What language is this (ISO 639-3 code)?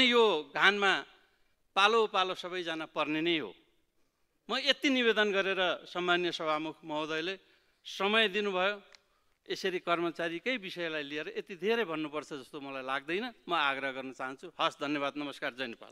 nep